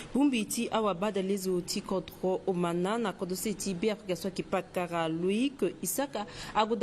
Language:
Sango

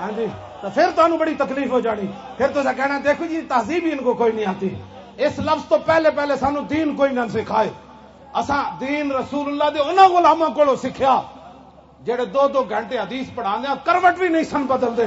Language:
Western Panjabi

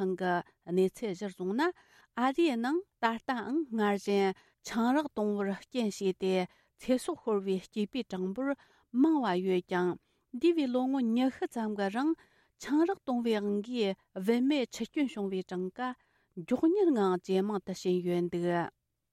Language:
Tibetan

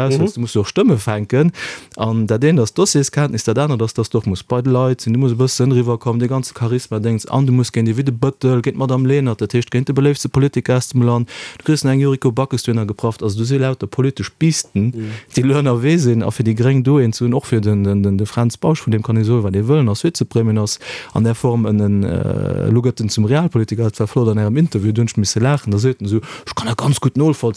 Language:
Luxembourgish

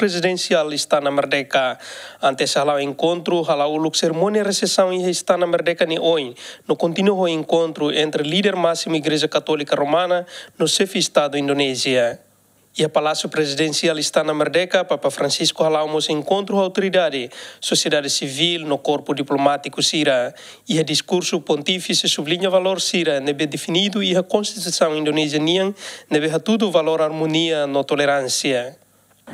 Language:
Tetum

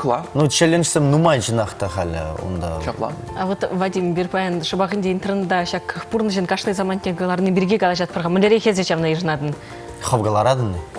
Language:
Chuvash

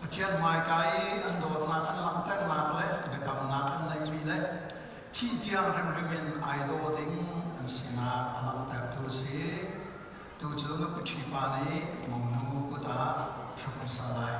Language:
Falam Chin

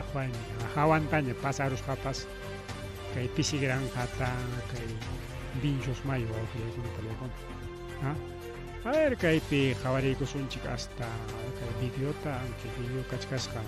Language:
Ayacucho Quechua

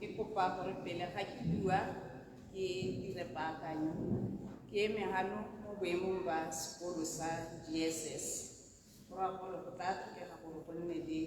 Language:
Tswana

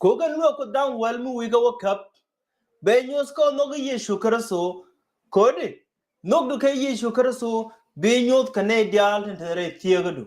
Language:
Nuer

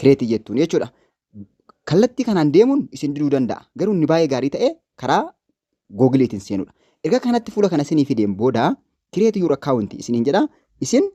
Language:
Oromo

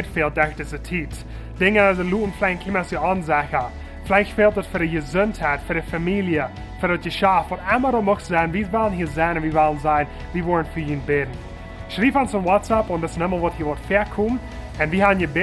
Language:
Plautdietsch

